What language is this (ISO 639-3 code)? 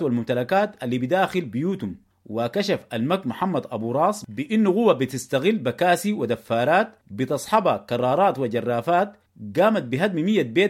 apd